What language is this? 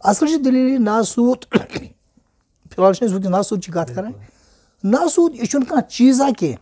Kashmiri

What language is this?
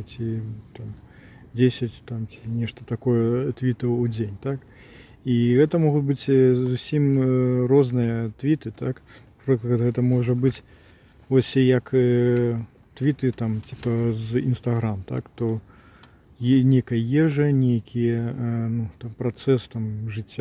Belarusian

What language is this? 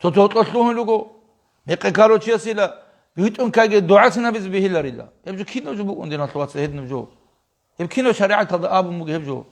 Avaric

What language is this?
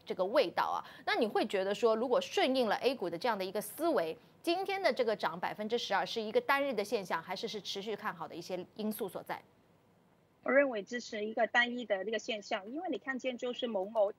Chinese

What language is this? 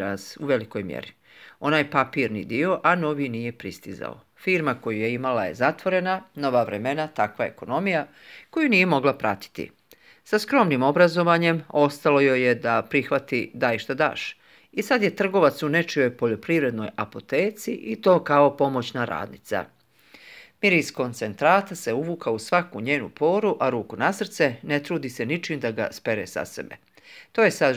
Croatian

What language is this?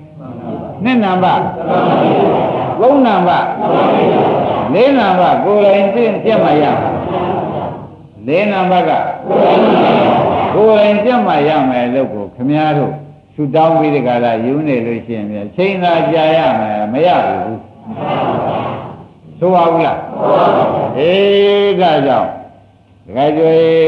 Burmese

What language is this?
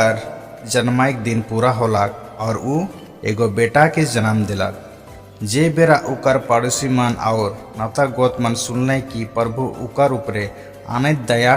Sadri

